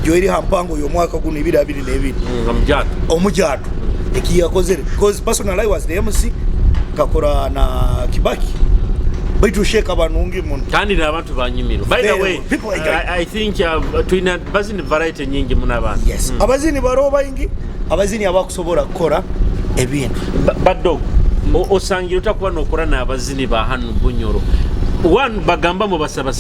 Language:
Nyoro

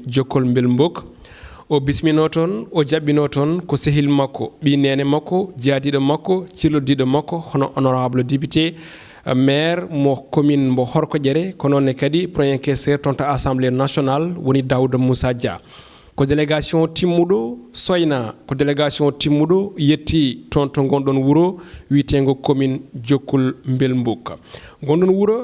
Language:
Fula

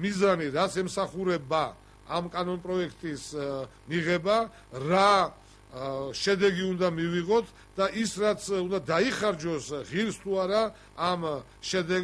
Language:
Georgian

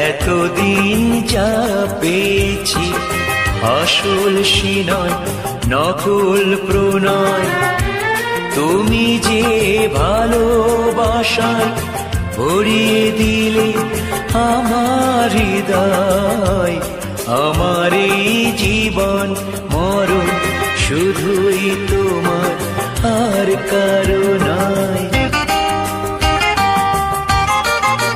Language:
Bangla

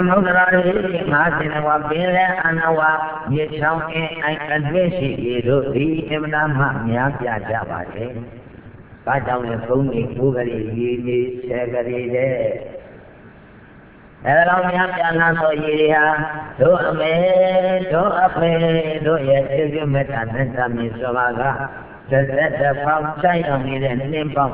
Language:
Burmese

